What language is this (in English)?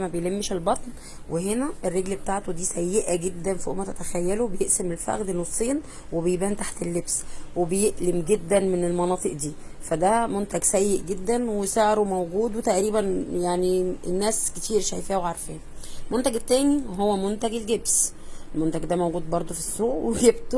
Egyptian Arabic